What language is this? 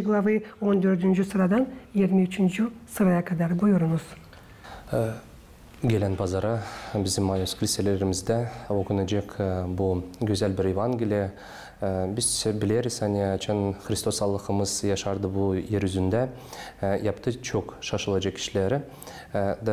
Gagauz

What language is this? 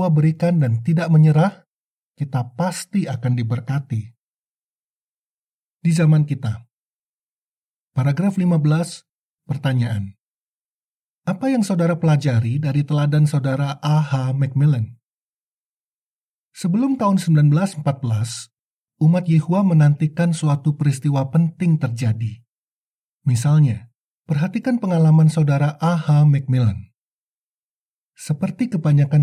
Indonesian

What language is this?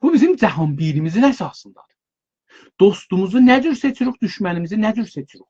South Azerbaijani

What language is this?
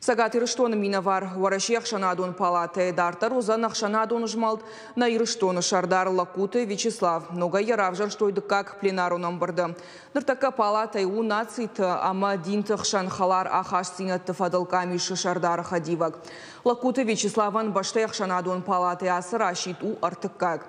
Ossetic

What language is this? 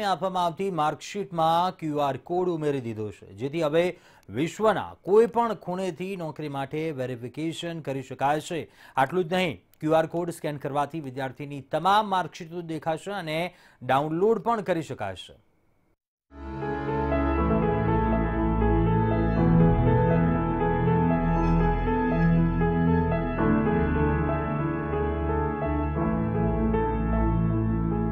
Gujarati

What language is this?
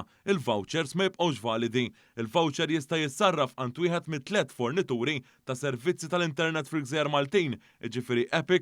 Maltese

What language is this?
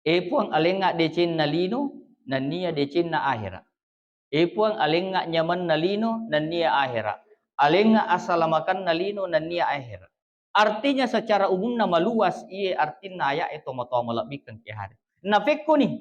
Buginese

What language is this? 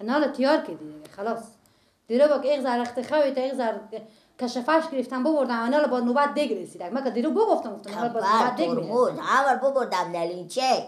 Persian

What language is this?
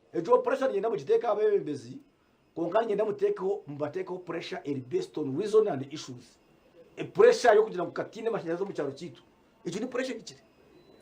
Nyankole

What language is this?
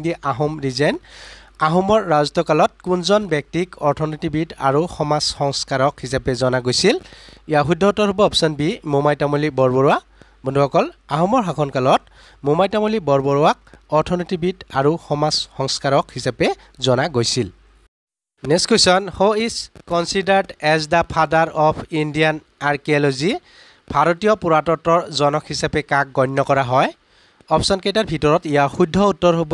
Assamese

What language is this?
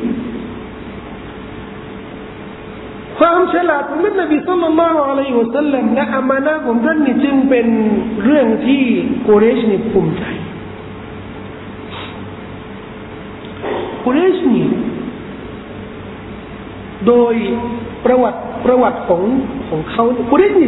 Thai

